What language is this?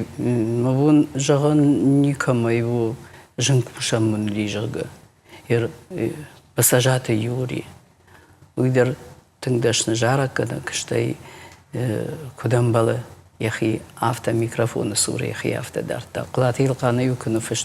Ossetic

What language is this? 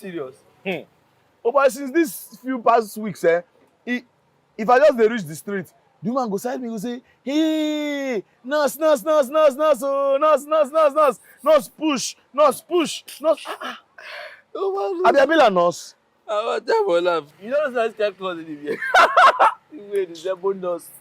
Nigerian Pidgin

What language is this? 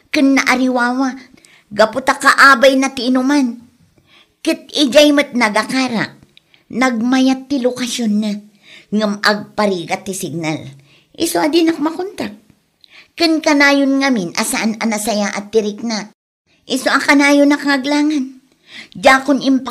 Iloko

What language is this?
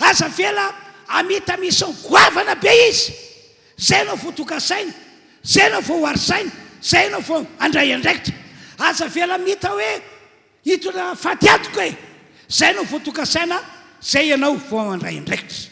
Malagasy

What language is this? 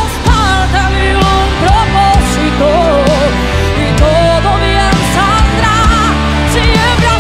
Spanish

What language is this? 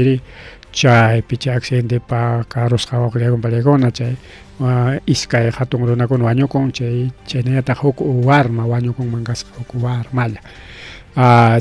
Ayacucho Quechua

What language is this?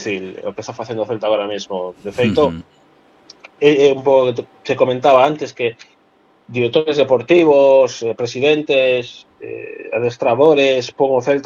Galician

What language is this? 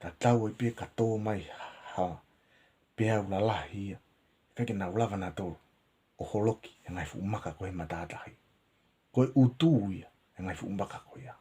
Tongan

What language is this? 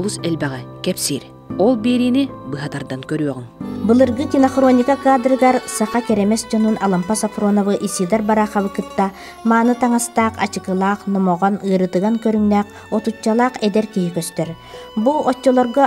Yakut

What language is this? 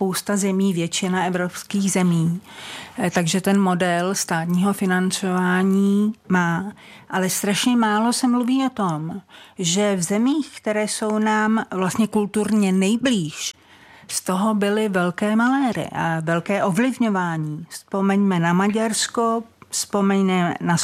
Czech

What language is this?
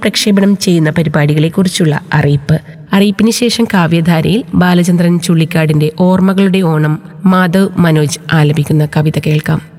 Malayalam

